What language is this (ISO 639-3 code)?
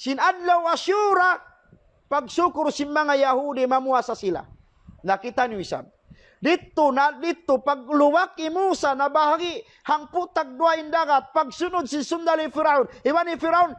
tsg